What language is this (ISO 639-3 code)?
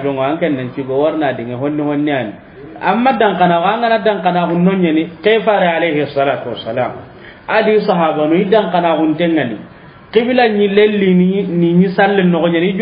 snk